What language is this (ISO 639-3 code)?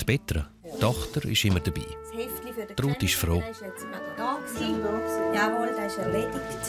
gsw